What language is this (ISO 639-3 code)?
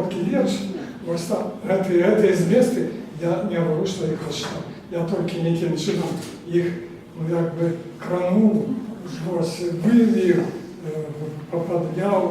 bel